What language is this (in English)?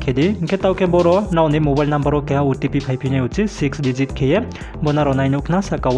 Riang (India)